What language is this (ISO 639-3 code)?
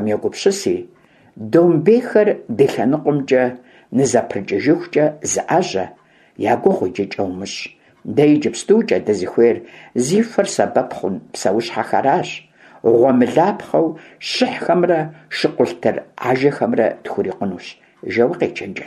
kbd